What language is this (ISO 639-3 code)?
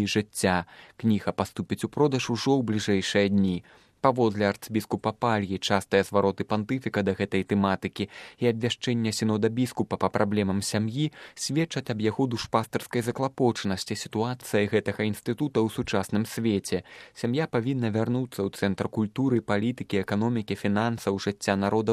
bel